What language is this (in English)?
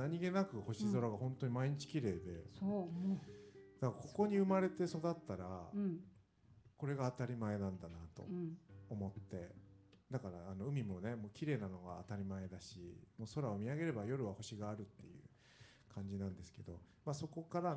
Japanese